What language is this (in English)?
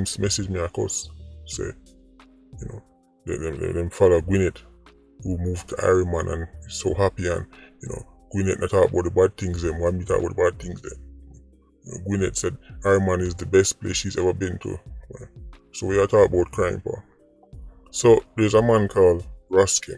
Jamaican Creole English